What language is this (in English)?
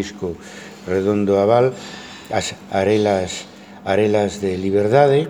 Galician